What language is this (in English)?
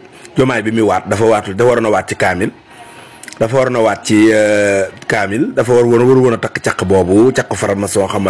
Wolof